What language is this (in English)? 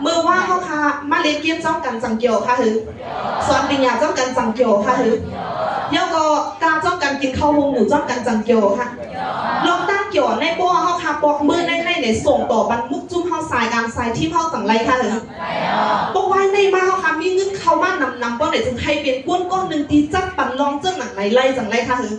Shan